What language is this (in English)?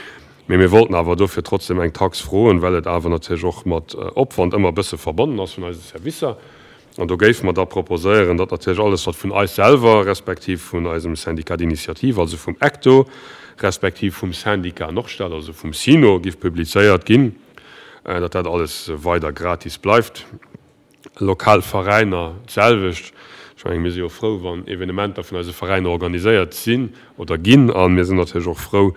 Luxembourgish